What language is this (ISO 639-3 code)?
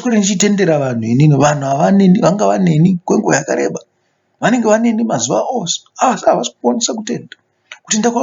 sna